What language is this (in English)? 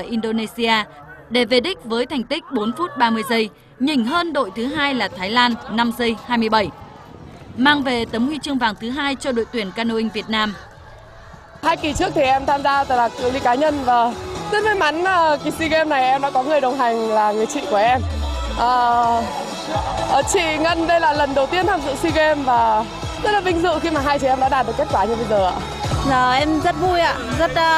Vietnamese